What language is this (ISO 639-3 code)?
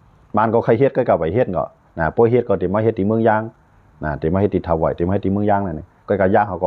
shn